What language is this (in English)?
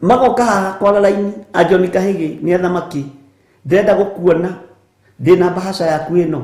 Kikuyu